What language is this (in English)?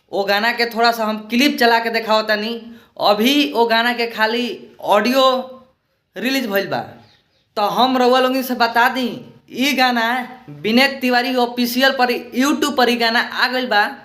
Bhojpuri